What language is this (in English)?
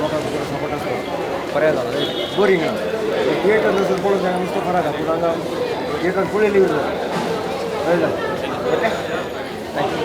Konkani